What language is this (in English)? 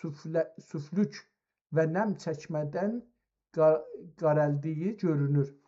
South Azerbaijani